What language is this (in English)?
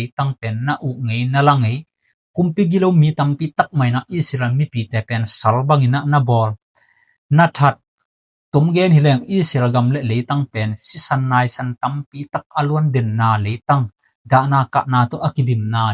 Tedim Chin